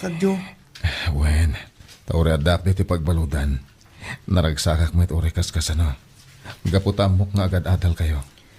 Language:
Iloko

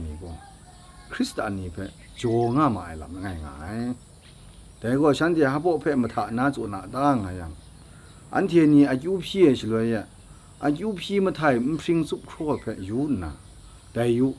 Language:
Kachin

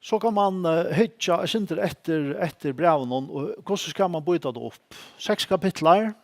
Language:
Faroese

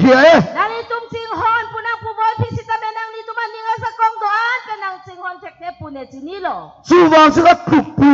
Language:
Karbi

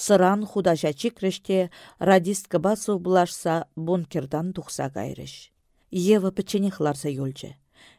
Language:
Chuvash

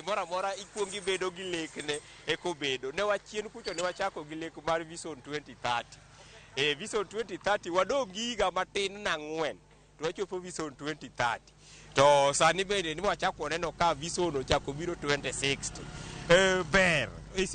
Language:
Luo (Kenya and Tanzania)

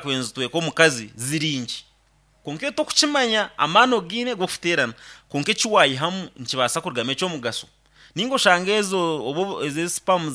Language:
Nyankole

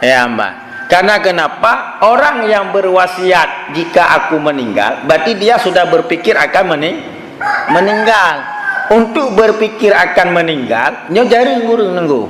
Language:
Achinese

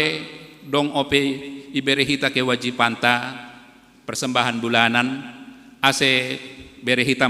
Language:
Batak Simalungun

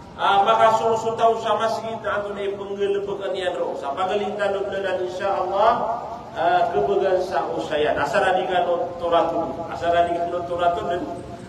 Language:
Maranao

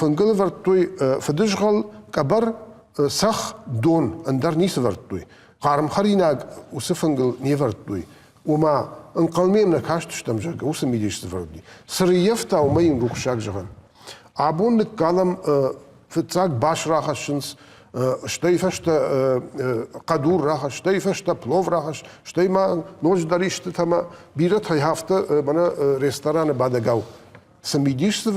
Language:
Ossetic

